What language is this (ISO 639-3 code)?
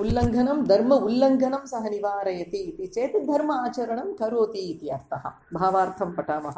san